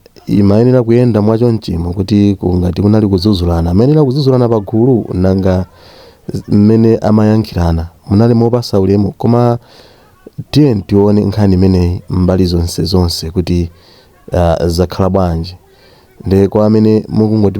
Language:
Nyanja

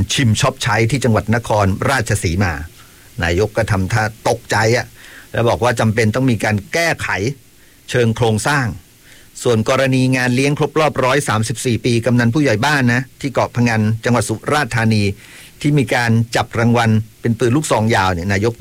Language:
Thai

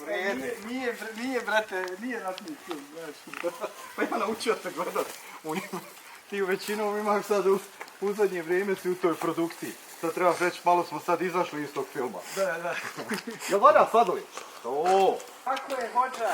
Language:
Bosnian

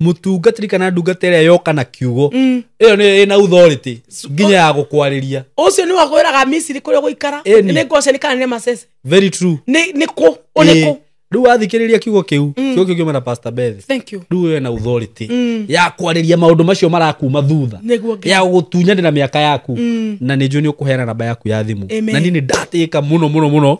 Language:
Kikuyu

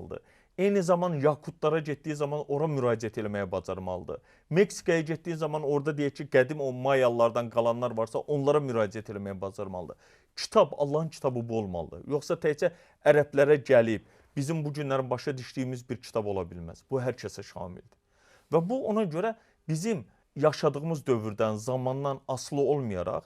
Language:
Azerbaijani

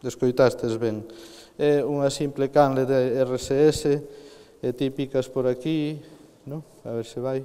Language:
Galician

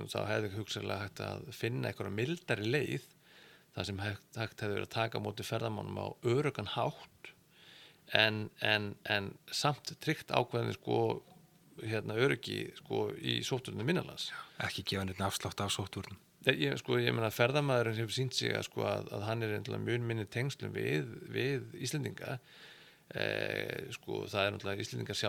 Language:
Icelandic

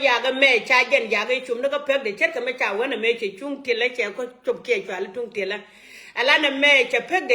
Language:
Nuer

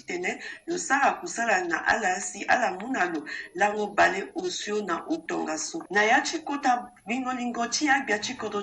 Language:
Sango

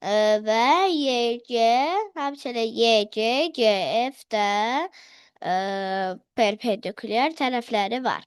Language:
Azerbaijani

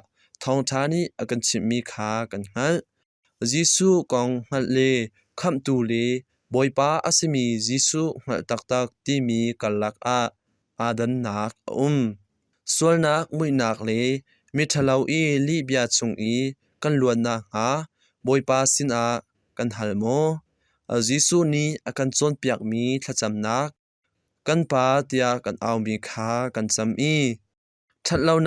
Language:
Hakha Chin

